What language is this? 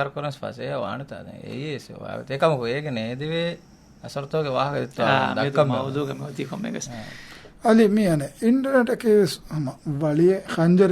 Divehi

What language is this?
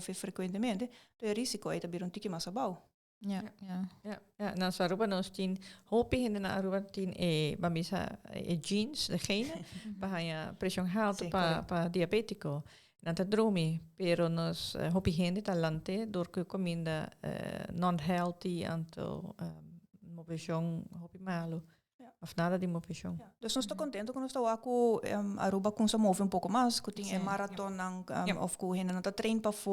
Papiamento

